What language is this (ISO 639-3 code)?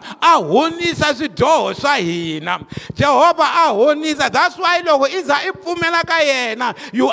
tso